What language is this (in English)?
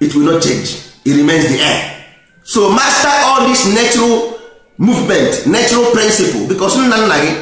Igbo